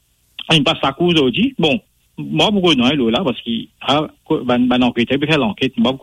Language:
Morisyen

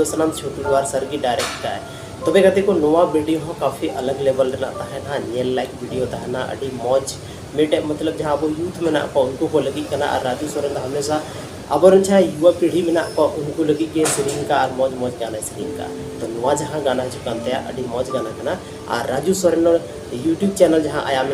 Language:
Santali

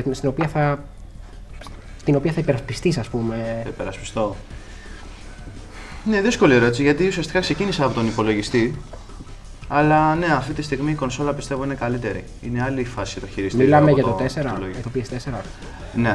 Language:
Greek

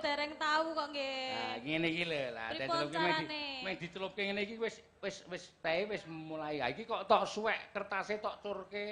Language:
Javanese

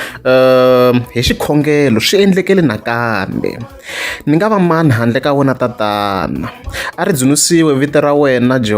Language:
Tsonga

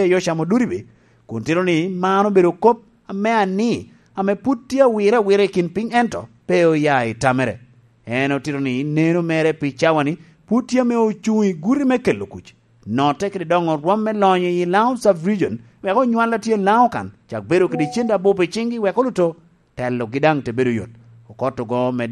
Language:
Lango (Uganda)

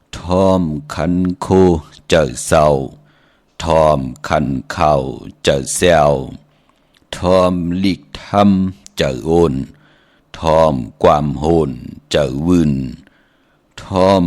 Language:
Shan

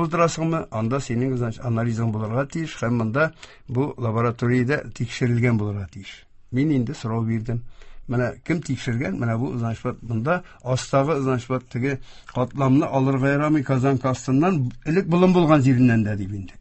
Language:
Tatar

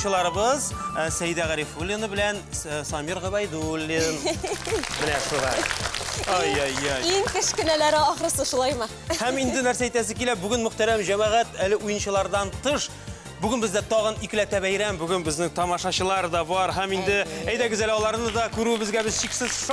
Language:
Tatar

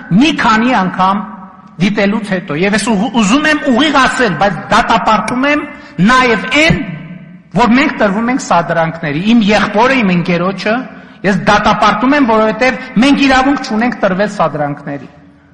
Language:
Armenian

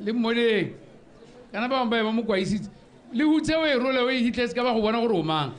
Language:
Tswana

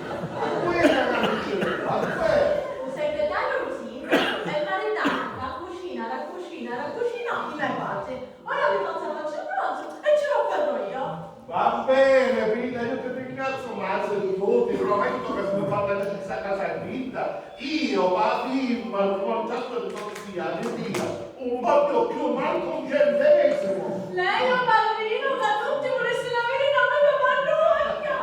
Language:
Sicilian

